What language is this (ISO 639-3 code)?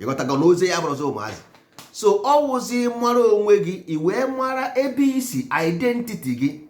ibo